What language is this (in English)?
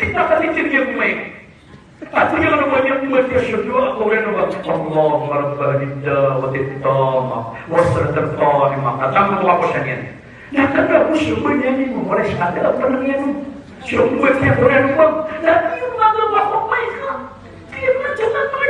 Maranao